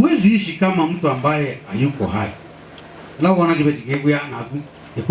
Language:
Kamba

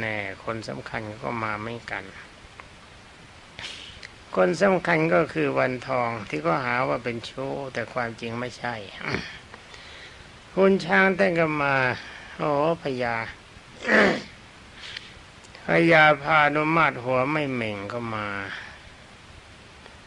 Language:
Thai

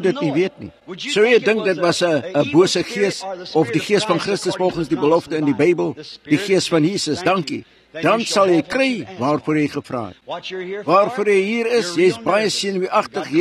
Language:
Afrikaans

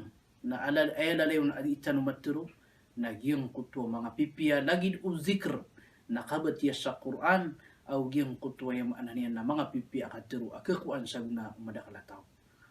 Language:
Maranao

